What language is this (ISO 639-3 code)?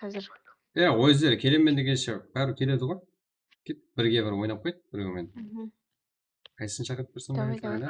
kaa